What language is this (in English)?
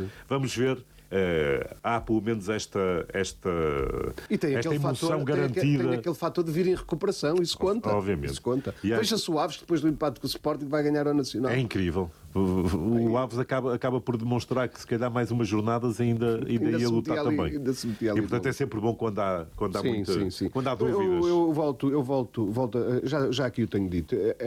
Portuguese